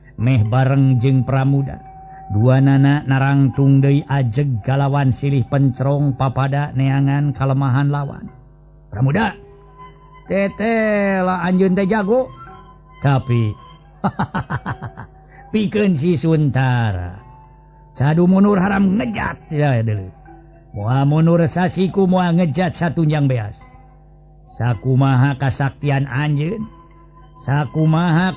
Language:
Sundanese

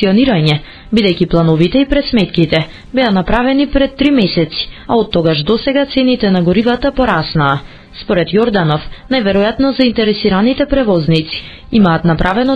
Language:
Macedonian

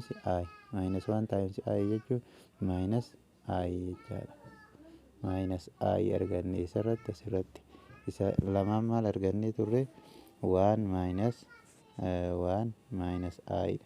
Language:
Oromo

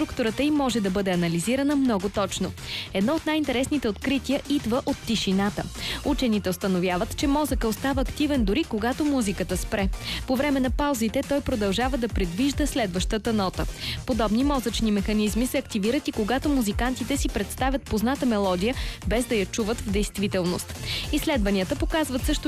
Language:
Bulgarian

